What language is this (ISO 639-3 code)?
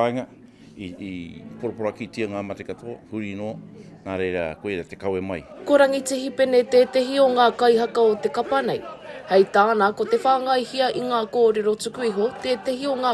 mri